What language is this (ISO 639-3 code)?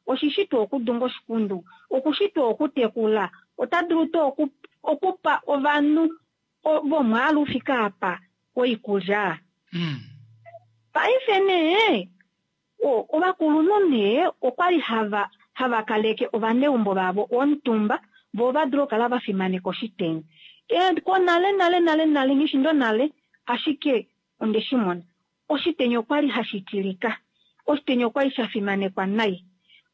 kua